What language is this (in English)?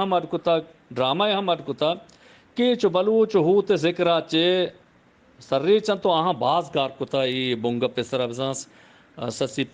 Eastern Balochi